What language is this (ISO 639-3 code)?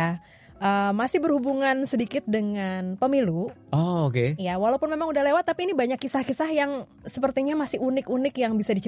ind